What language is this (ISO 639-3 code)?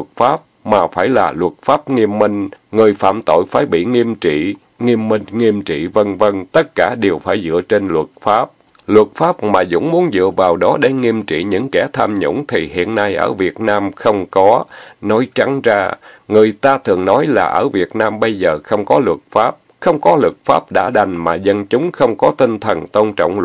vie